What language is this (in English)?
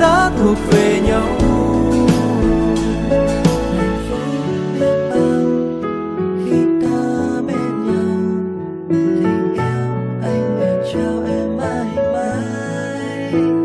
Vietnamese